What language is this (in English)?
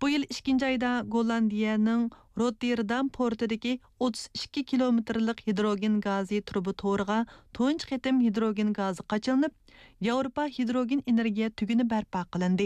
Uyghur